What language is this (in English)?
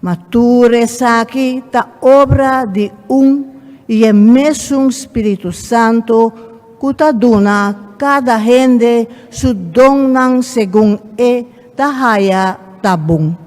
Papiamento